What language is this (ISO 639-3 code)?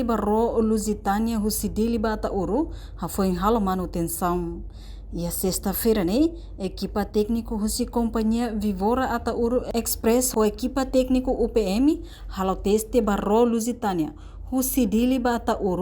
tet